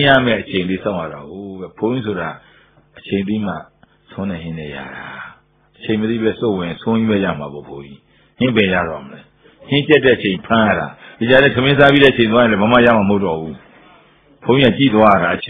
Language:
Burmese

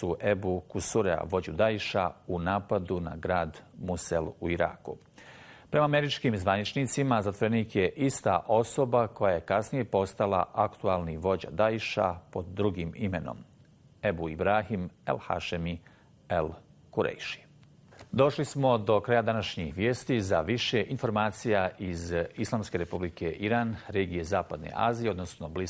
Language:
Bosnian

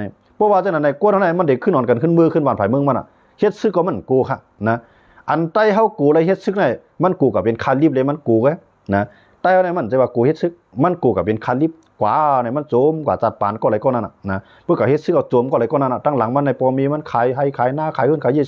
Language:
Shan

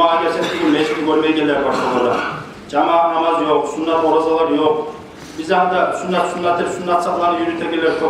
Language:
Kumyk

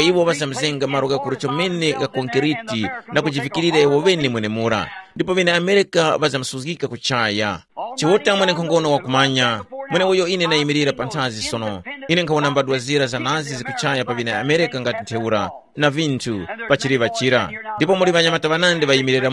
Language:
Tumbuka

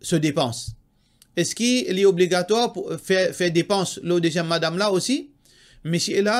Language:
Morisyen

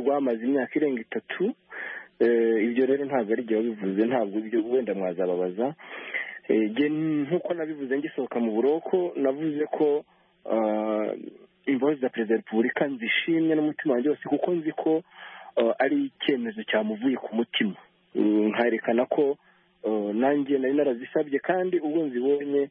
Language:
Kinyarwanda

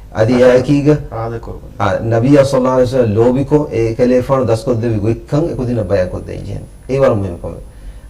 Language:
Divehi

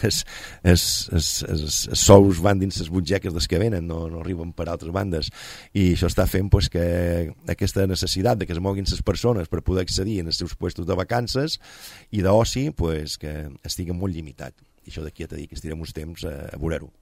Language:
Catalan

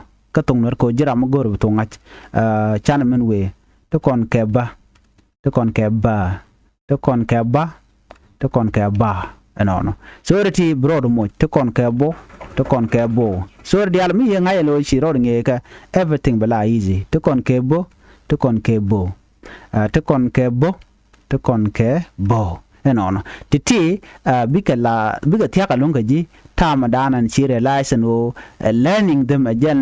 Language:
Nuer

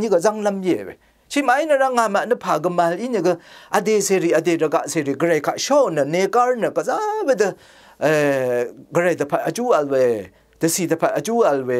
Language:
Rawang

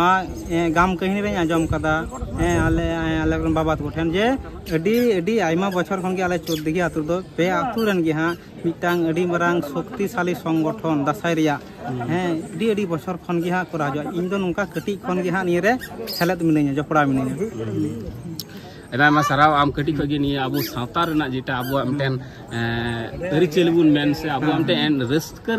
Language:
Santali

